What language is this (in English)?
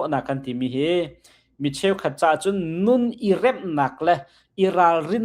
Hakha Chin